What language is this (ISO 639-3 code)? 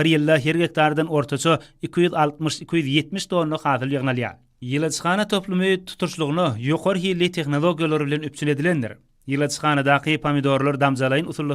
tuk